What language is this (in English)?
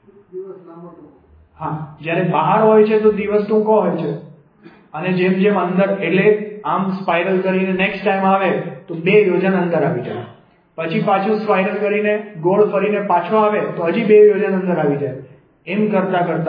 Gujarati